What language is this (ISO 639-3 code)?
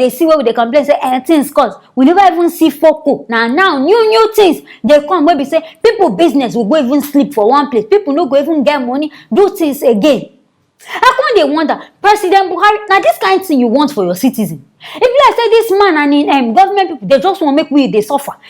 pcm